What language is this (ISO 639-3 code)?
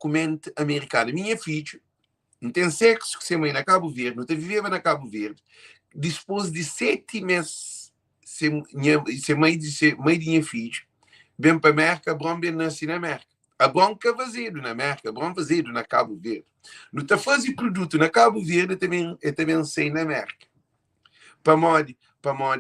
kea